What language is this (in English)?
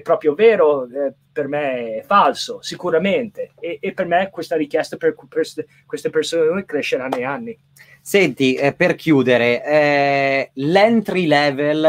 Italian